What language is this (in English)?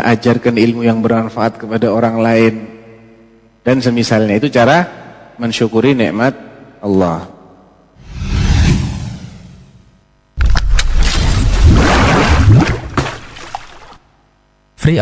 Indonesian